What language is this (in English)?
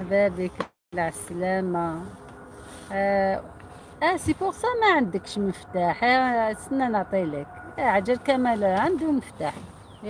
Algerian Arabic